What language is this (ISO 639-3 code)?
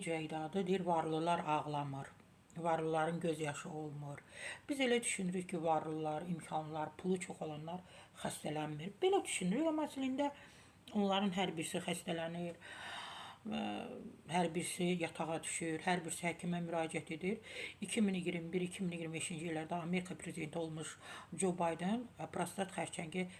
aze